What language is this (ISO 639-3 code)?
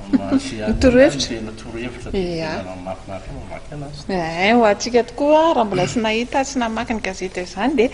mlg